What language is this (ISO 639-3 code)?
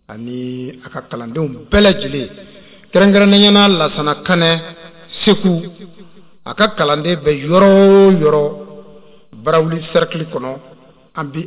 bam